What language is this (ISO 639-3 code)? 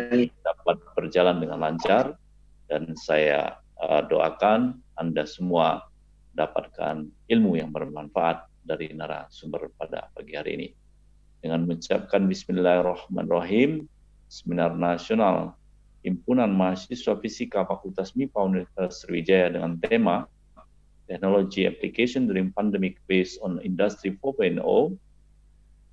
ind